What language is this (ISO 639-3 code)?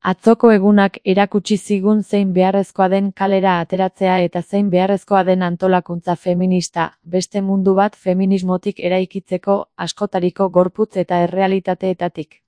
eus